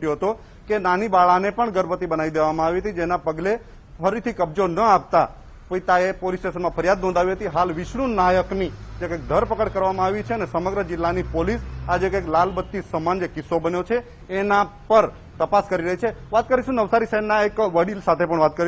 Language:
Gujarati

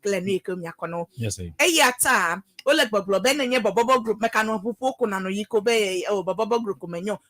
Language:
Ewe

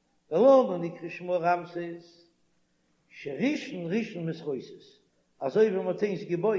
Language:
Yiddish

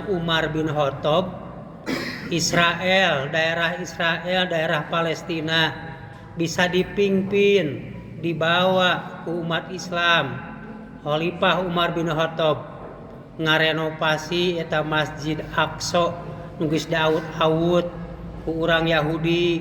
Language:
Sundanese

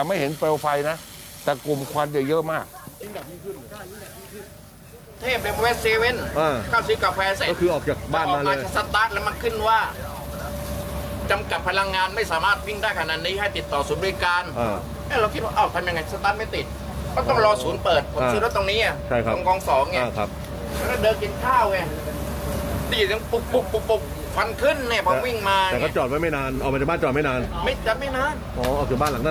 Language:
Thai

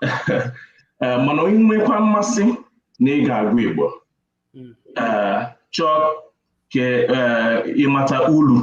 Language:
Igbo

